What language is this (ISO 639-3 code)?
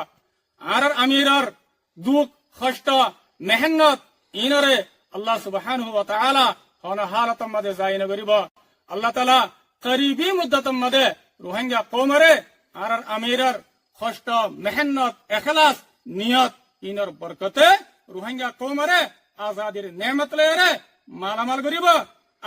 rhg